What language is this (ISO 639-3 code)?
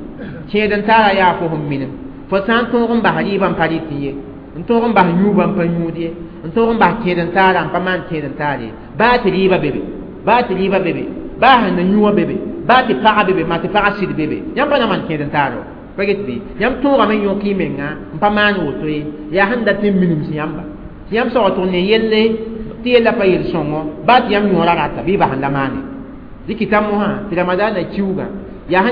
mos